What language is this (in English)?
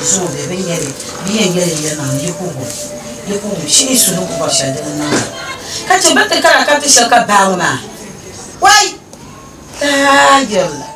Dagbani